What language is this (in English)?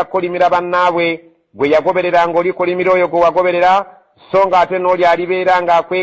Ganda